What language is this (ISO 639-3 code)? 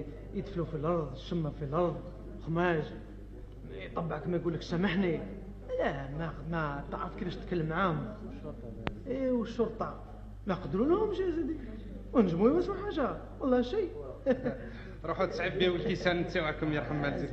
arq